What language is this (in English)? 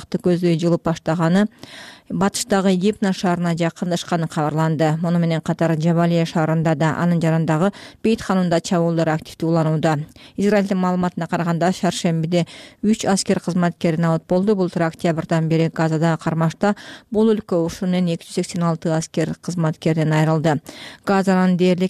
Kyrgyz